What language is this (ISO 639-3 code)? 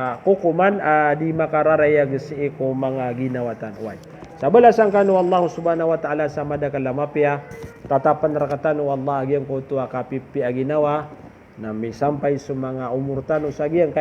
mrw